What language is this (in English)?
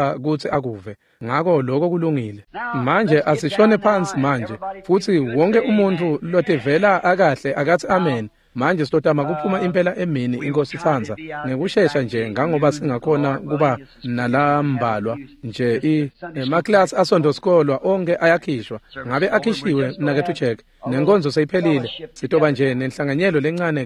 Swati